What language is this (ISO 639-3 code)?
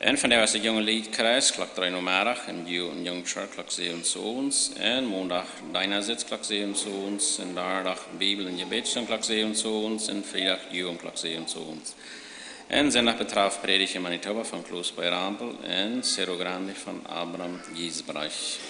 pdt